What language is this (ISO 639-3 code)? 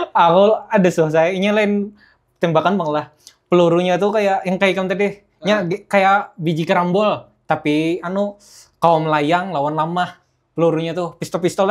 bjn